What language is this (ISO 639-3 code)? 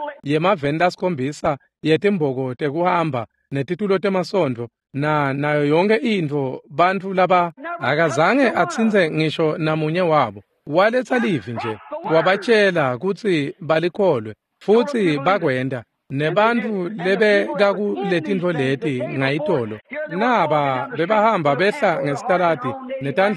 ssw